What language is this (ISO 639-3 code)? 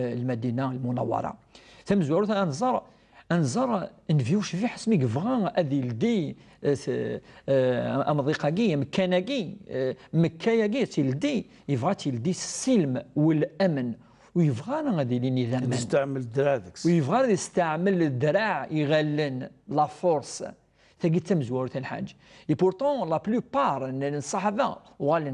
kab